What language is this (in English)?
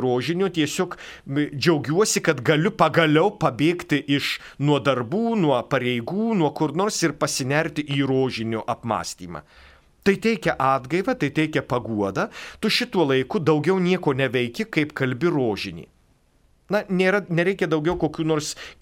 Lithuanian